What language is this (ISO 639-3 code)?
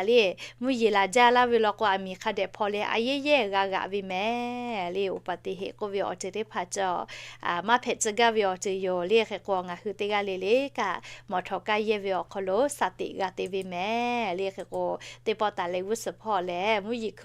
lhu